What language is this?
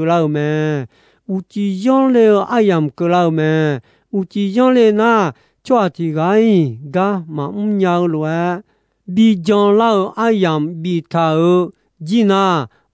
Akha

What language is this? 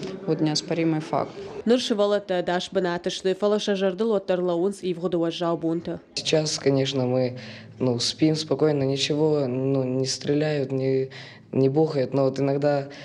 Ossetic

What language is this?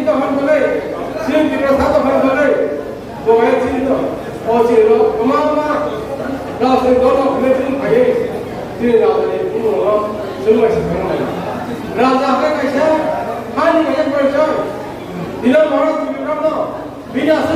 Kok Borok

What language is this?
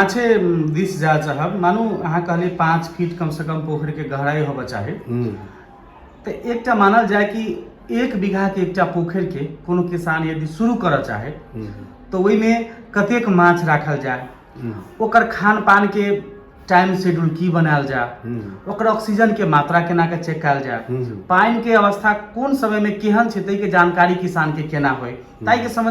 Maithili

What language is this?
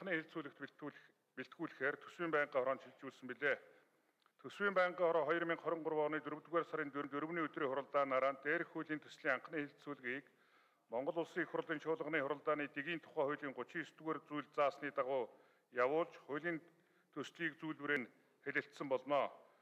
Mongolian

